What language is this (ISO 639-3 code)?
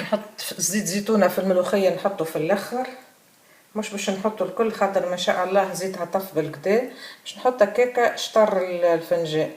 aeb